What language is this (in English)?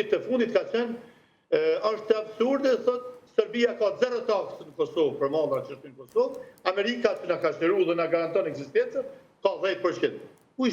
Albanian